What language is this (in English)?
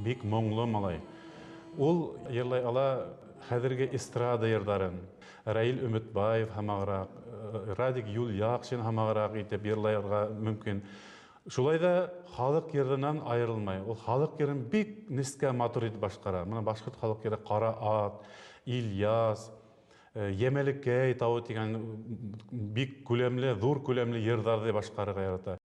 Bashkir